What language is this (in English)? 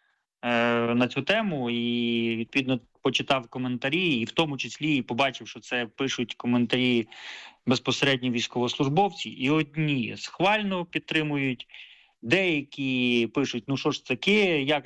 Ukrainian